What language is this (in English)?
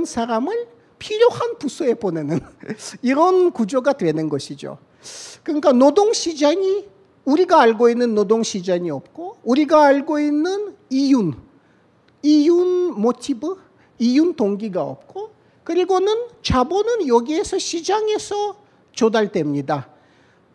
Korean